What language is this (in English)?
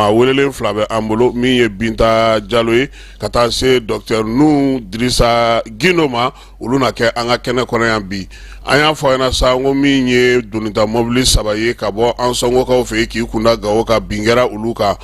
Bambara